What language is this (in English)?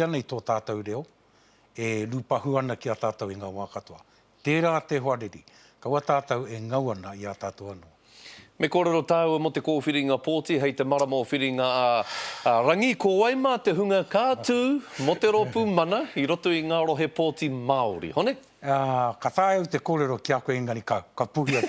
Māori